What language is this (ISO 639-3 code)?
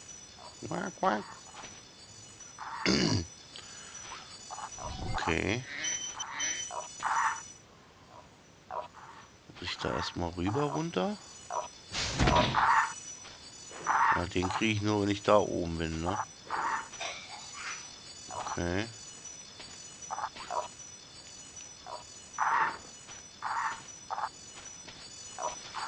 deu